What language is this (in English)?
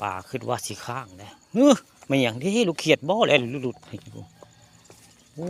Northeastern Thai